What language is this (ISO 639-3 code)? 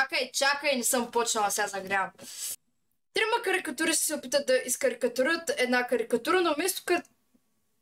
bul